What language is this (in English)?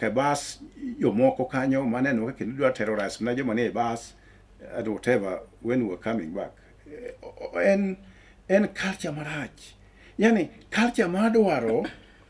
Luo (Kenya and Tanzania)